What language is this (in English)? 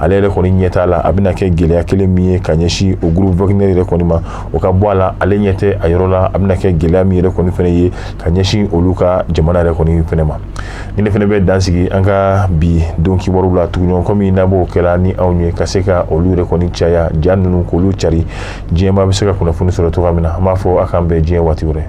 Bambara